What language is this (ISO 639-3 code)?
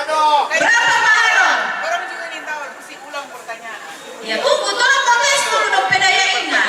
xmm